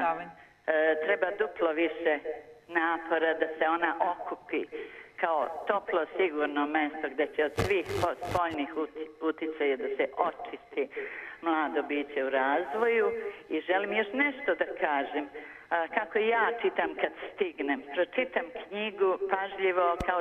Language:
Serbian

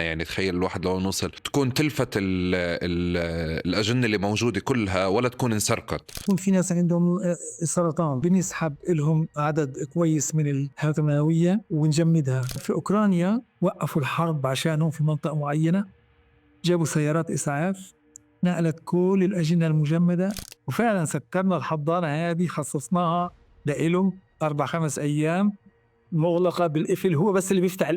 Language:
North Levantine Arabic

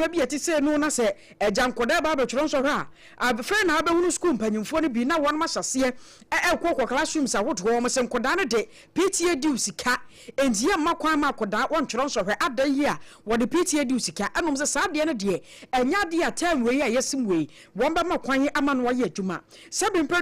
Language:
Akan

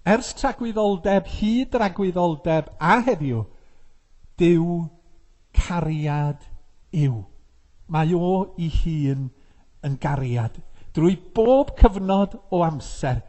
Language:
Welsh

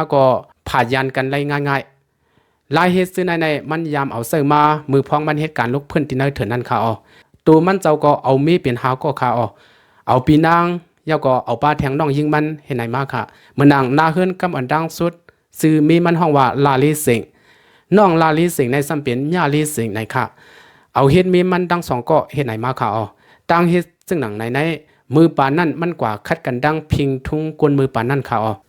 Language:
Lao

